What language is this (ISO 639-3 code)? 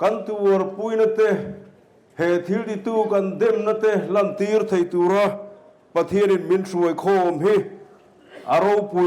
lus